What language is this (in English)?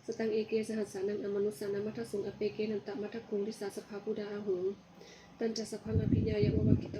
Pali